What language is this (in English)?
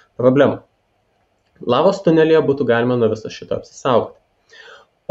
Lithuanian